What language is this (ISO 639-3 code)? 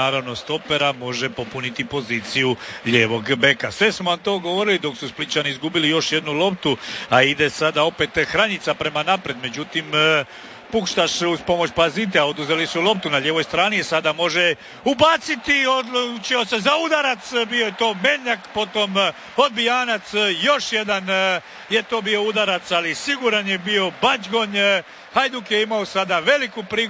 hrv